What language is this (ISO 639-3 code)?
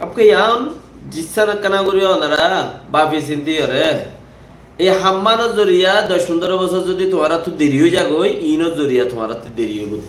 rhg